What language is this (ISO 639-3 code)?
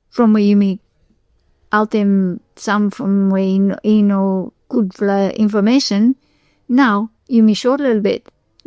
bis